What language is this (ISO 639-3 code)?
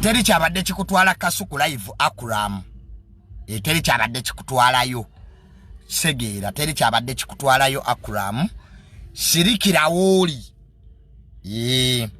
lug